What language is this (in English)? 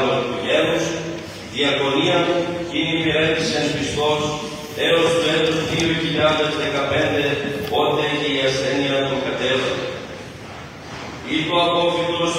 Greek